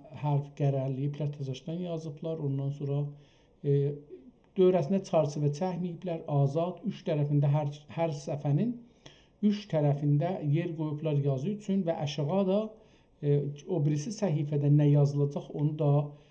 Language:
South Azerbaijani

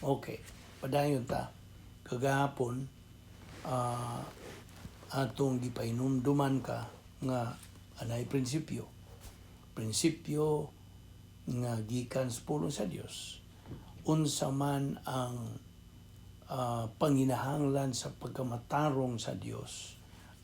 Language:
Cebuano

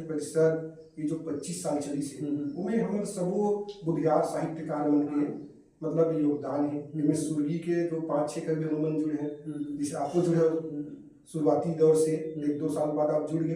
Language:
Chhattisgarhi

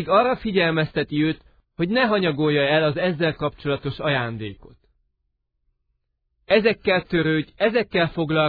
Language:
Hungarian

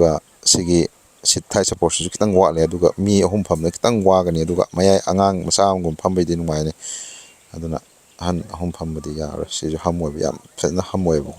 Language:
Manipuri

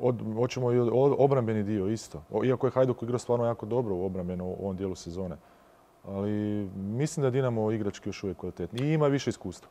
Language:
Croatian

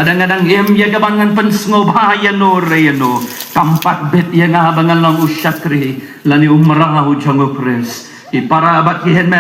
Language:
Khasi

